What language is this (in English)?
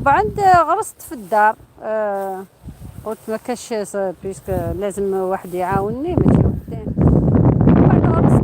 Algerian Arabic